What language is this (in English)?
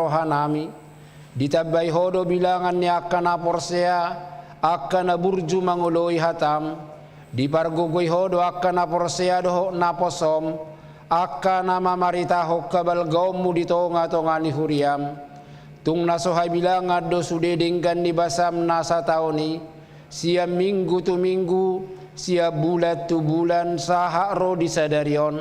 Batak Toba